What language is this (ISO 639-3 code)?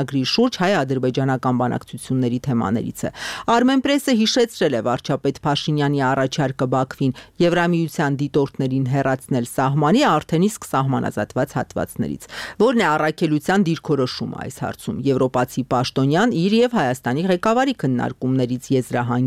hye